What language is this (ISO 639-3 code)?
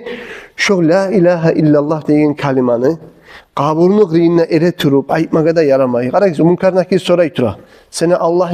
kum